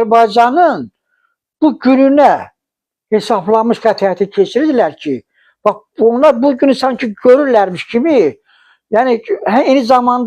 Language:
Azerbaijani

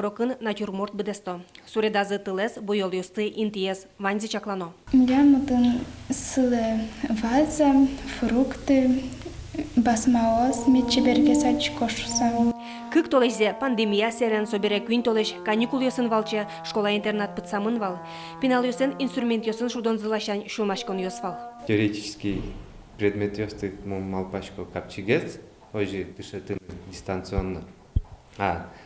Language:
Udmurt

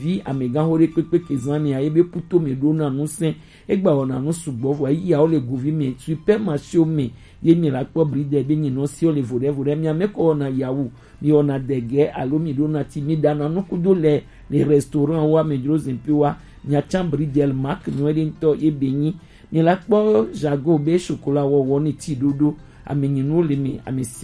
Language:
Gen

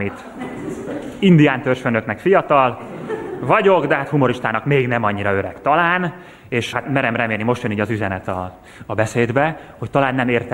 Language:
Hungarian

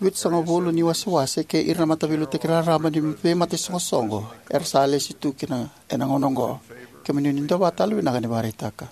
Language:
Fijian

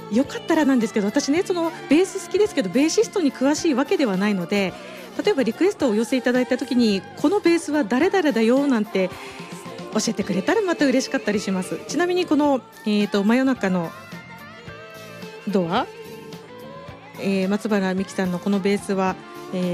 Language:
Japanese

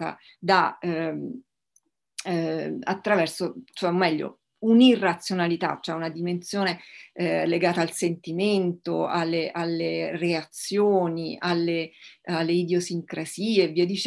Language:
Italian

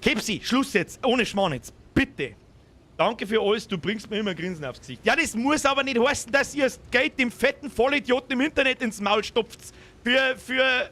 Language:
Bavarian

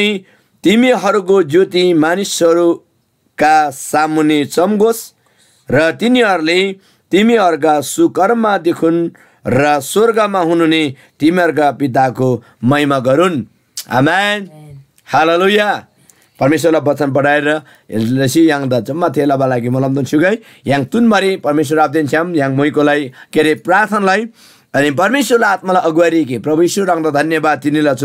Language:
Eastern Tamang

